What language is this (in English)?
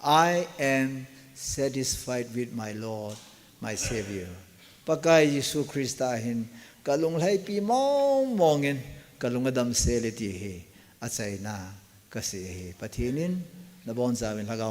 Thado Chin